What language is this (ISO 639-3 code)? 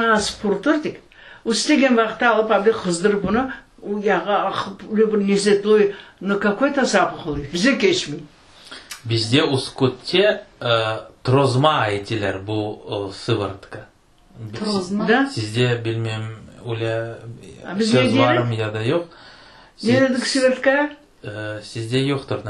crh